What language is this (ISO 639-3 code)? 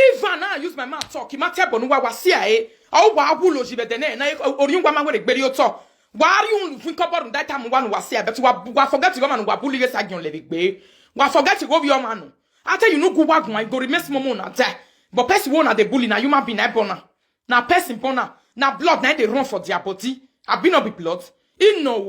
pcm